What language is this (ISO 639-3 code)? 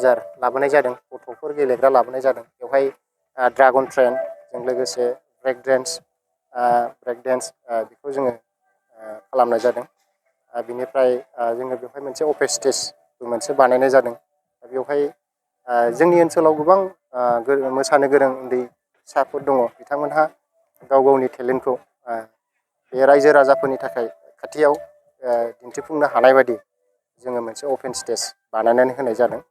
brx